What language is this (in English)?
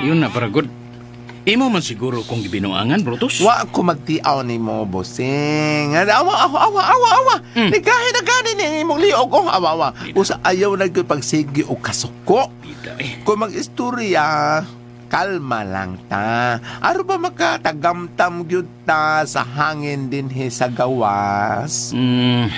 Cebuano